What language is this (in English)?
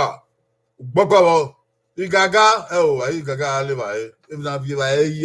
Bini